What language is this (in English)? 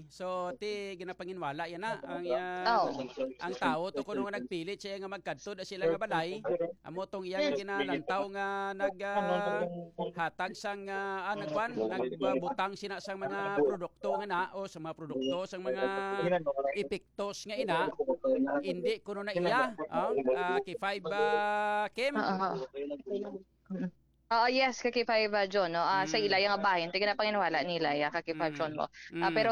Hiligaynon